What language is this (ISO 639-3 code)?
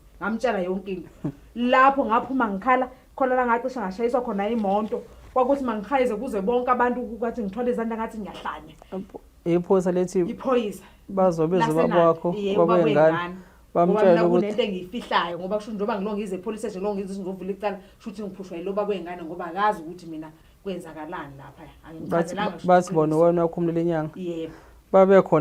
zul